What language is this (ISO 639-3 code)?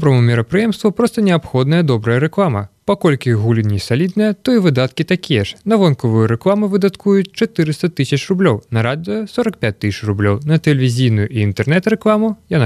bel